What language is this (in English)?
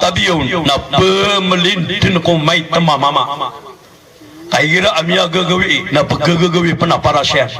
Maranao